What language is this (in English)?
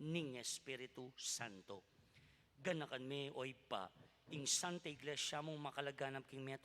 Pampanga